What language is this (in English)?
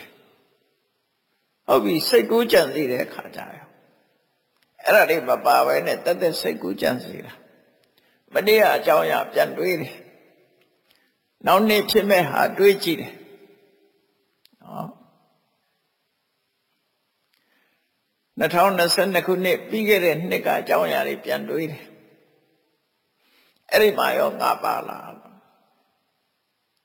Burmese